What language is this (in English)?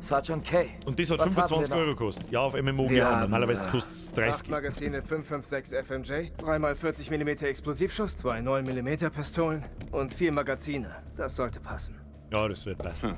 Bavarian